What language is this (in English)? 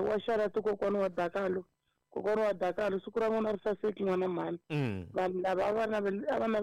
Tsonga